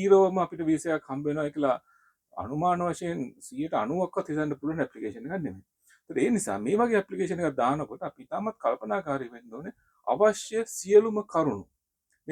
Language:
Sinhala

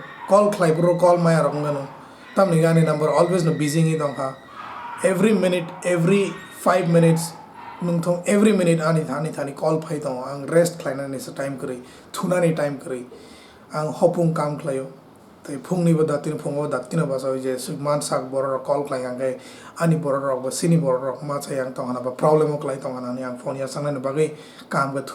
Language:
Kok Borok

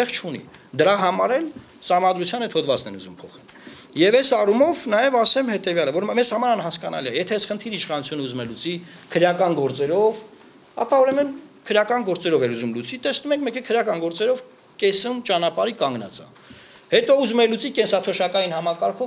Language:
Armenian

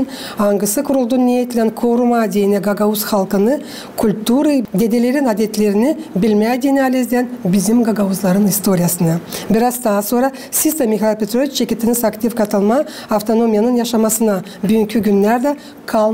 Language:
Gagauz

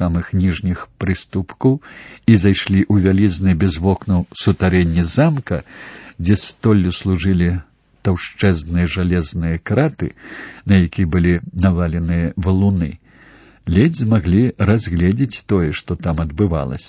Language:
Belarusian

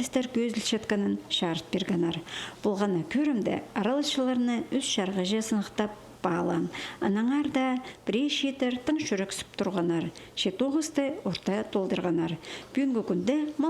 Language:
Khakas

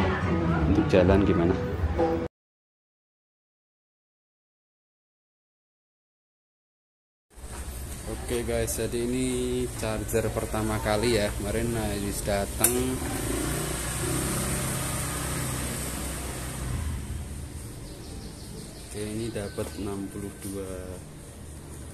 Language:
Indonesian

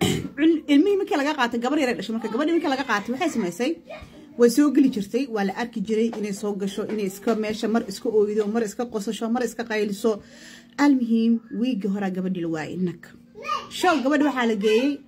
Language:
Somali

